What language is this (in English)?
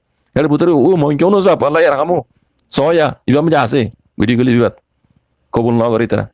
Rohingya